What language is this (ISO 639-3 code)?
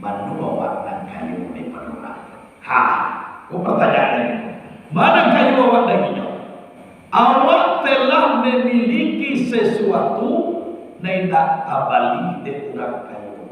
min